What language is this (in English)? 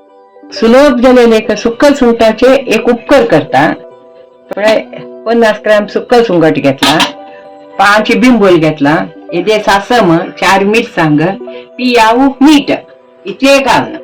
Konkani